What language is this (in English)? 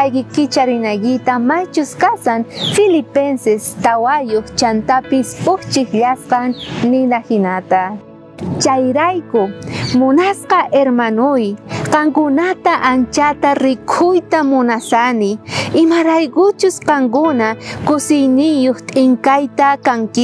South Bolivian Quechua